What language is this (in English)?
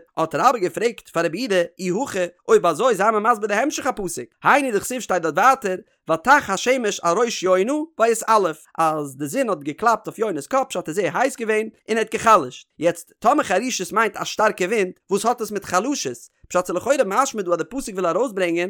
Yiddish